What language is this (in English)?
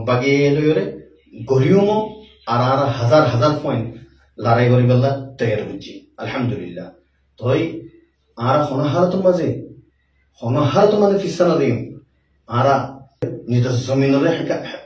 Rohingya